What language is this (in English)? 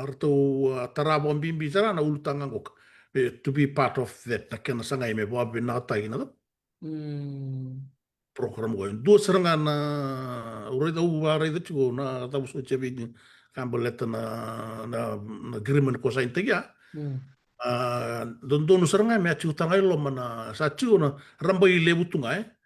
Fijian